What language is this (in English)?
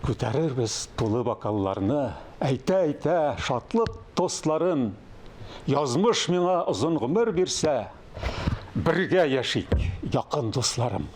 Tatar